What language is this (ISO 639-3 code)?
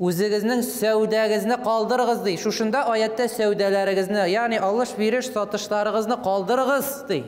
tat